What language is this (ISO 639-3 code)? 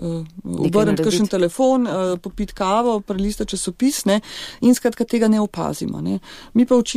slv